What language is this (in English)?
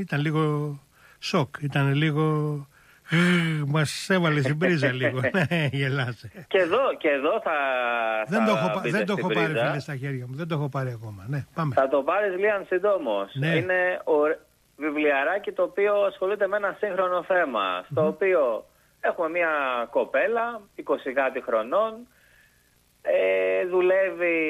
Greek